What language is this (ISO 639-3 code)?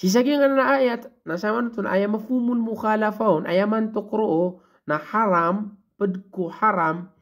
mrw